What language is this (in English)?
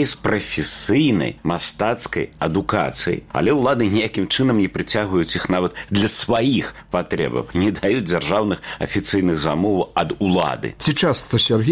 Belarusian